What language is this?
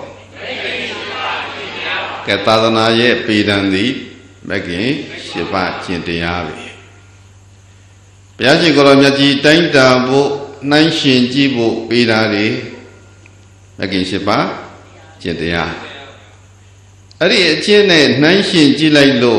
Burmese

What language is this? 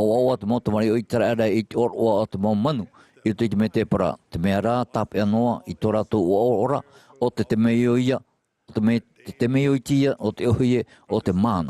Tahitian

